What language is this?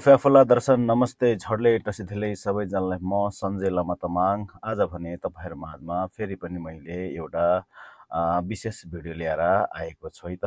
Nepali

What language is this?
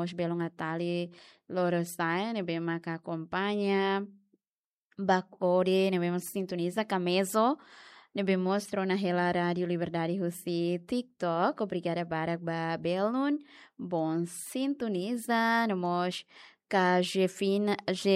Tetum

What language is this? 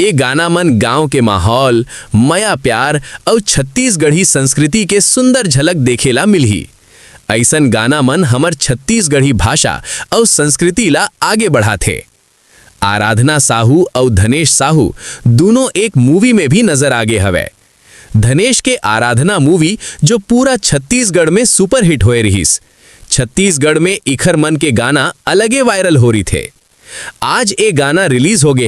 Chhattisgarhi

